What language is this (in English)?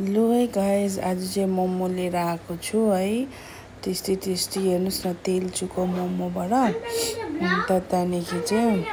Nepali